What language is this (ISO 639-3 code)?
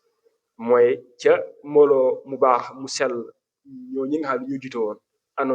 wol